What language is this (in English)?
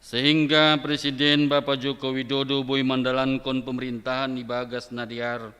Batak Simalungun